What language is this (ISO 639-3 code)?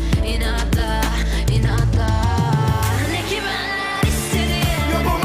tur